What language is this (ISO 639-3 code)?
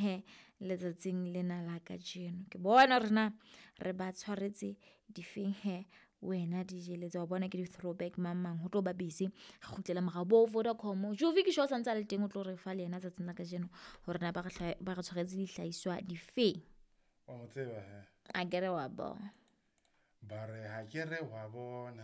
sot